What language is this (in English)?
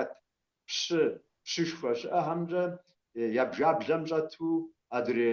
Kabardian